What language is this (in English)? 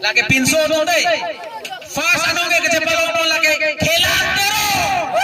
Karbi